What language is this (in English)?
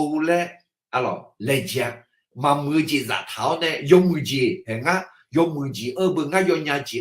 Akha